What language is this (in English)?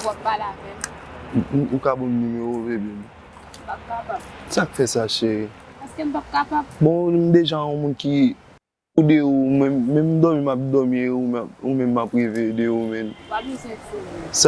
Haitian Creole